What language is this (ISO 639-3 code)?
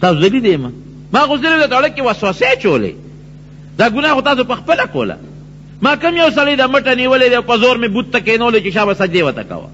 pus